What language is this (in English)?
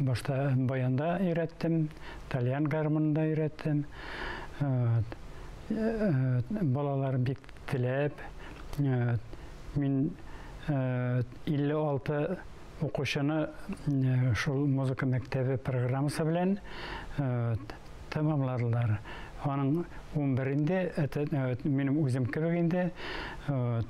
Tatar